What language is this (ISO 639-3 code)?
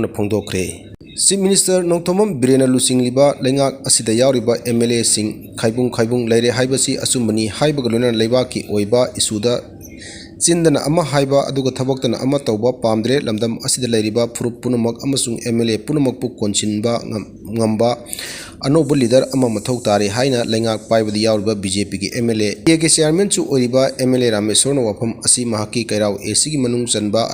mni